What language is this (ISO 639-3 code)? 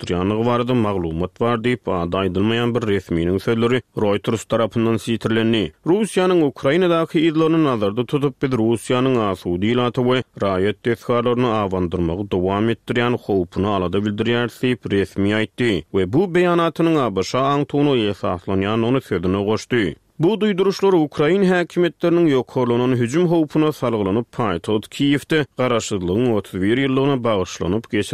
tuk